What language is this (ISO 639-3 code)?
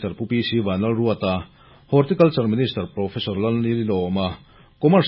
lus